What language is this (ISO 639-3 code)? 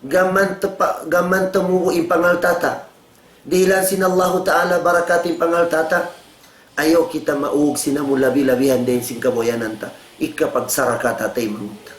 tsg